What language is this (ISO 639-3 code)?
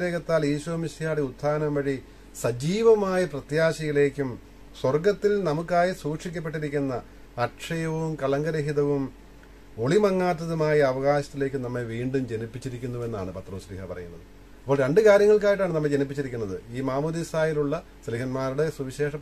mal